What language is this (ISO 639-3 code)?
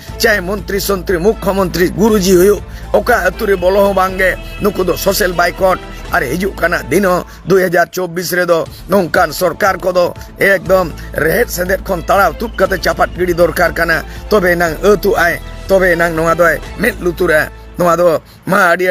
sat